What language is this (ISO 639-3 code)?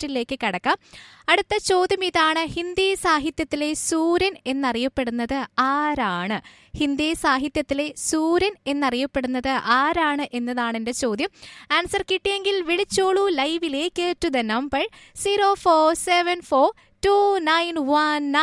mal